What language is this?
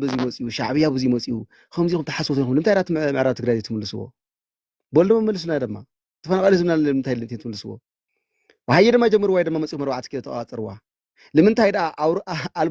Tigrinya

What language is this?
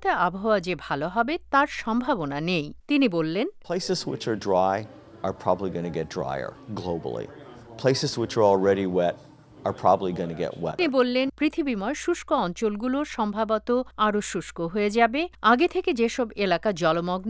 Bangla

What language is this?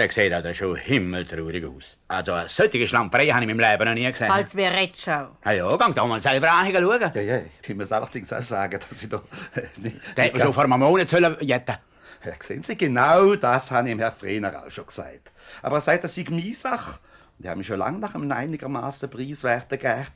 Swiss German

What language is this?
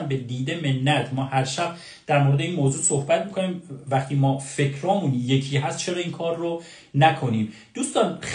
Persian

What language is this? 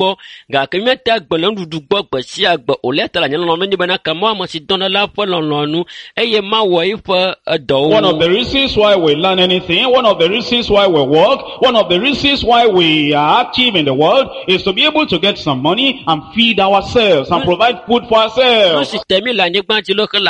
Ewe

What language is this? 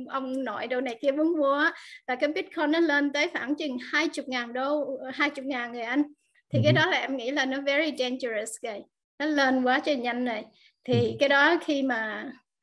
Vietnamese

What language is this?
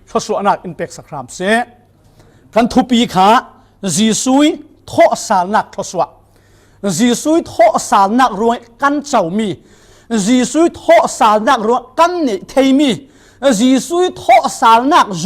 Falam Chin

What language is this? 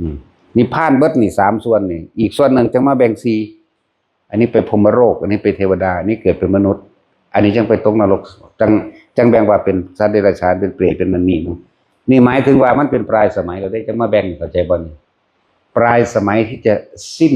Northeastern Thai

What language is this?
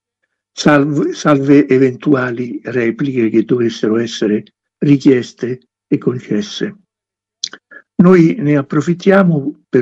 Italian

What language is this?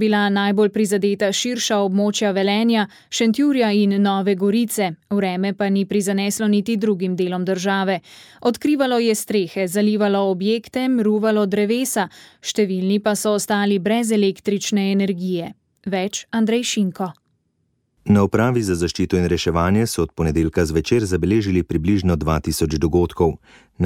Slovenian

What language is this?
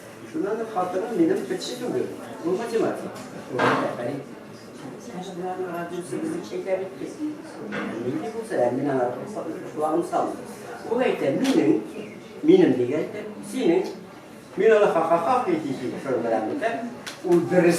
Tatar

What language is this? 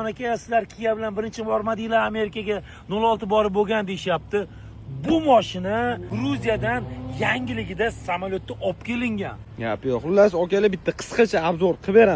Uzbek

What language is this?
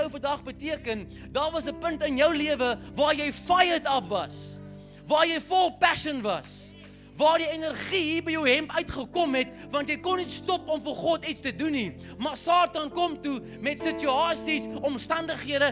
Afrikaans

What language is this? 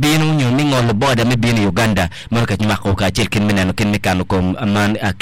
Acoli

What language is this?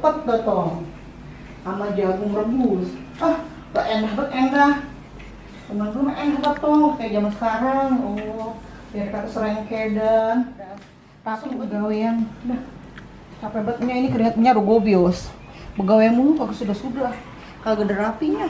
Betawi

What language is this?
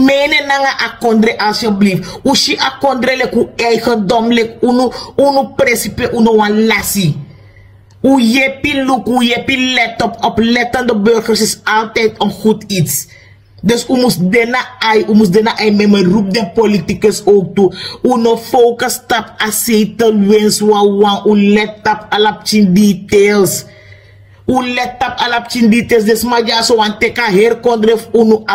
Sranan Tongo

